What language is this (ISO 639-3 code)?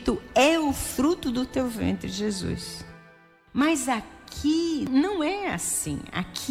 por